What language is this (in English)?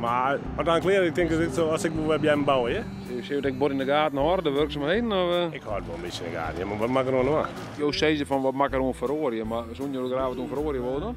Western Frisian